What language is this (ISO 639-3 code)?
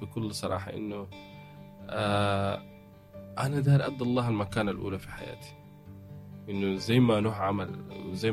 apd